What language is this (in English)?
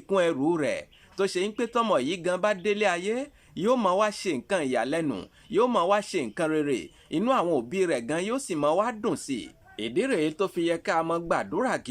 Yoruba